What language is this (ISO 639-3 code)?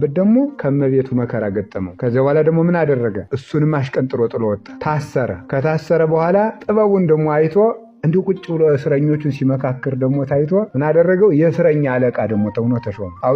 amh